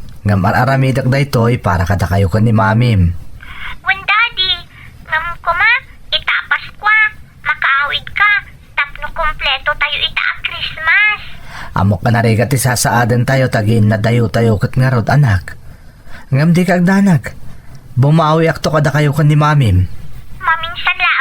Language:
Iloko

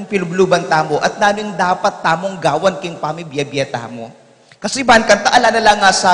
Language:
Pampanga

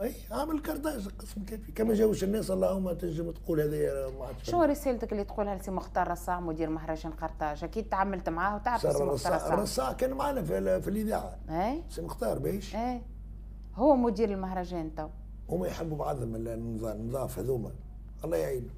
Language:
Tunisian Arabic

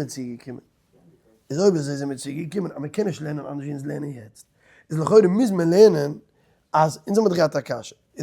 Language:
Yiddish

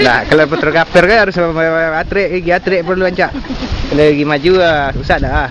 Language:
Minangkabau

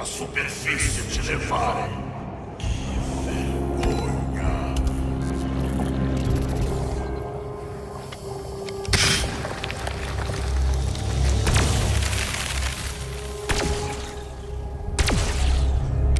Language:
Portuguese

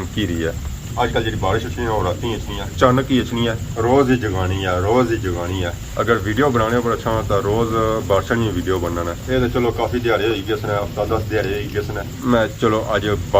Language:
Pahari-Potwari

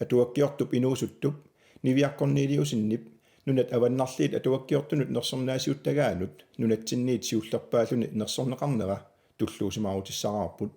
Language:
Kalaallisut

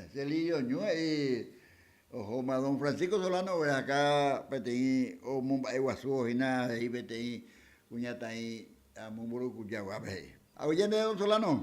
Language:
Guarani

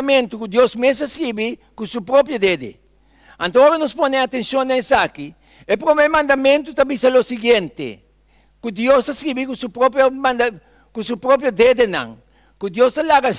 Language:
Papiamento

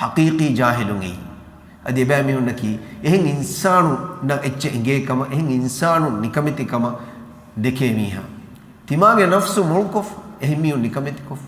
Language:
Divehi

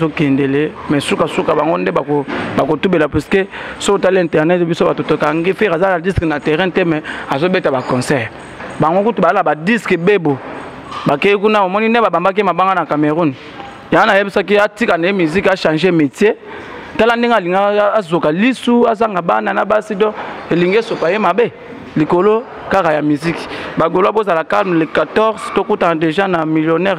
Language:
Lingala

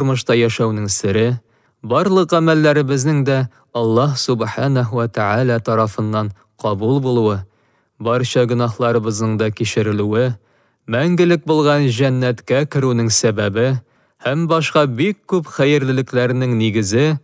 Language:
Tatar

